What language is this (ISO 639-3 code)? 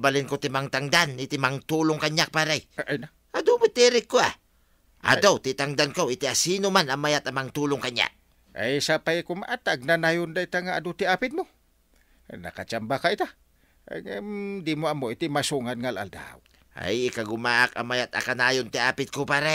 ilo